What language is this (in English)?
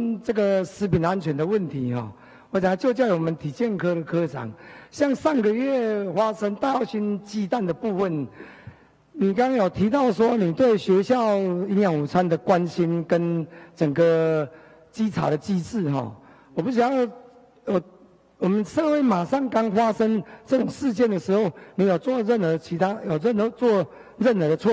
Chinese